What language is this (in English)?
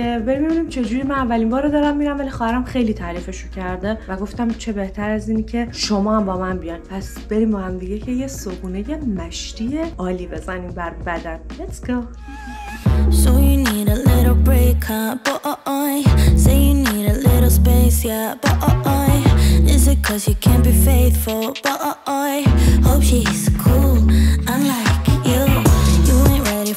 Persian